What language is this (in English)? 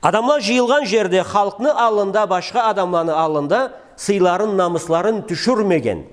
Karachay-Balkar